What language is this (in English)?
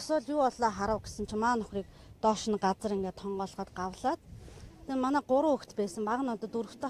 Mongolian